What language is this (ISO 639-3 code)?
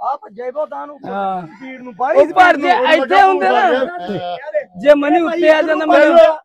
pan